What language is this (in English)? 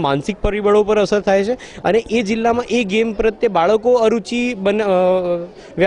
Gujarati